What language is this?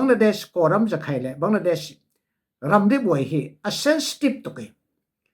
Falam Chin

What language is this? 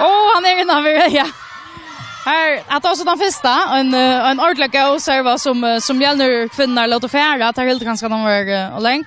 Faroese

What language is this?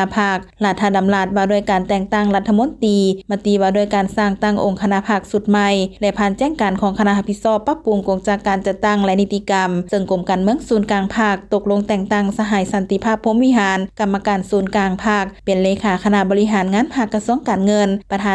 Lao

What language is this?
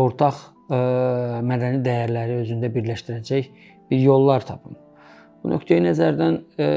Azerbaijani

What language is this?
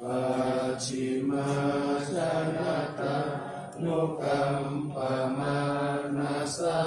Pali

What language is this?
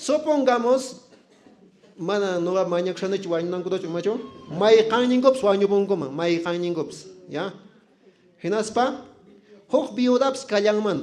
Quechua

